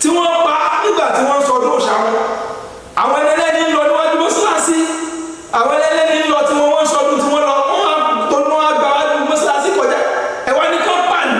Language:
Yoruba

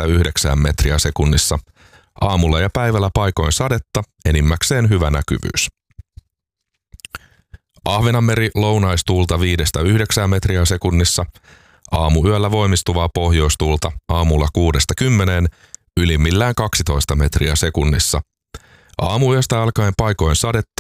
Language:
Finnish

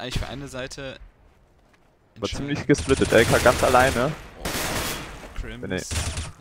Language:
German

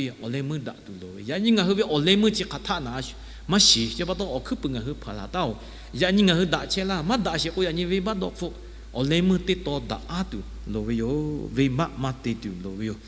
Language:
Lahu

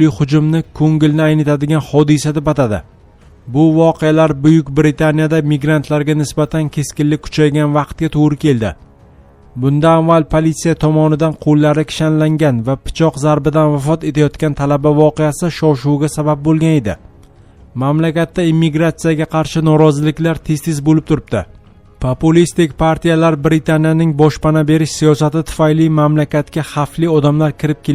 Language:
Uzbek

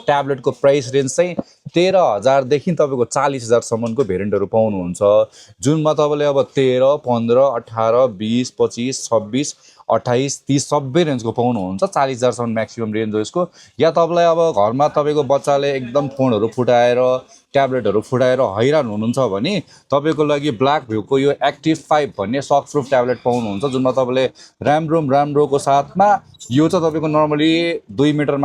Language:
Nepali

